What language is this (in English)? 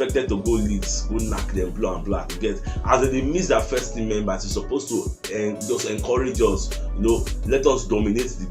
Nigerian Pidgin